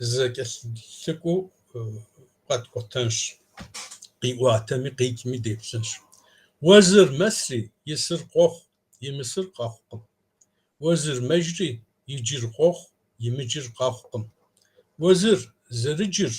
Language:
Kabardian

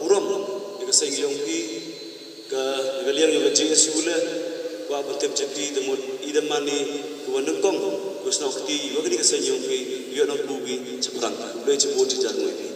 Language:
Khasi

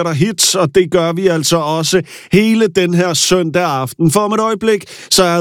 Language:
Danish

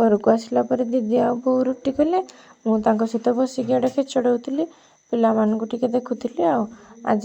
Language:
Odia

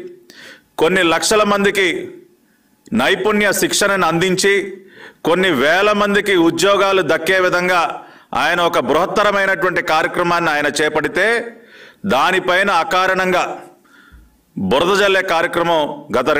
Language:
Telugu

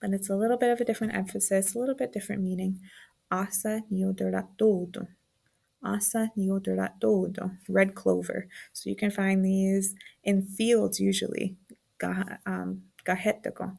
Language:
Mohawk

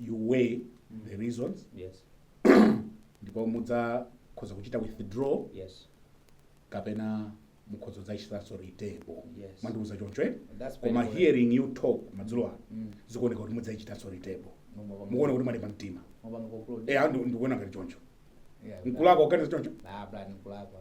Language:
Nyanja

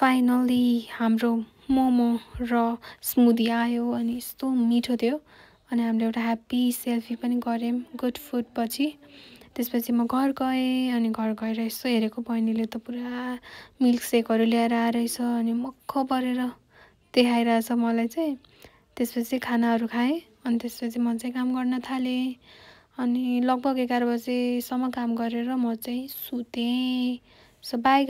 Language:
Nepali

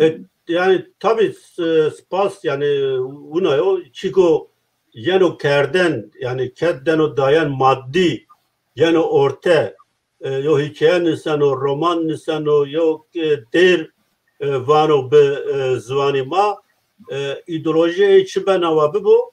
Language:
Zaza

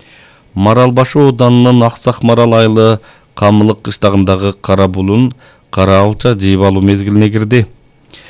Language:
Kyrgyz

